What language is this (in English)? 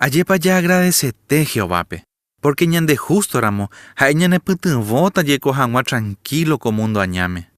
Guarani